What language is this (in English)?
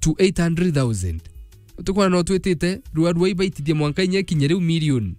Meru